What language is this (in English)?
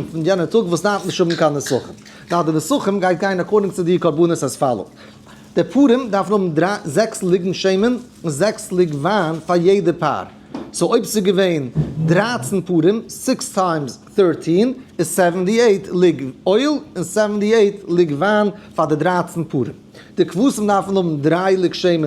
Yiddish